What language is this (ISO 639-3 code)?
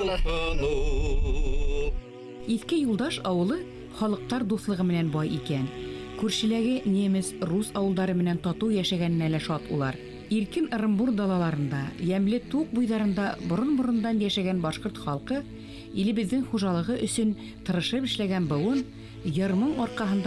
bak